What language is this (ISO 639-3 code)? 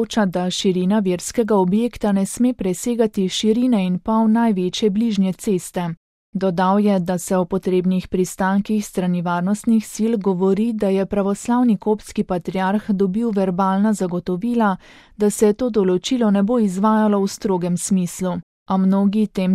slv